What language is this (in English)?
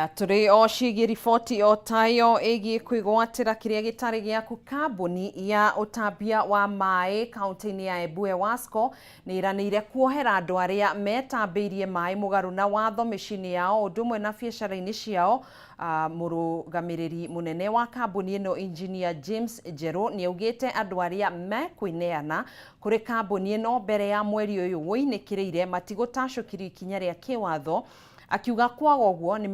Kikuyu